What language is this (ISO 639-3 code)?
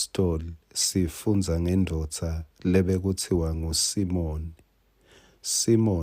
ssw